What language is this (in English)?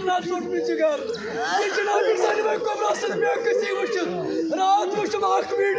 Kashmiri